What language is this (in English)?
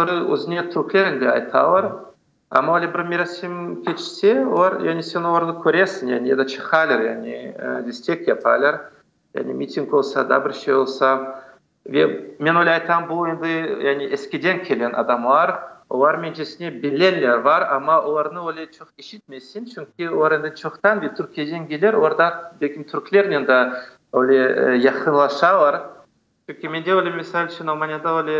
Crimean Tatar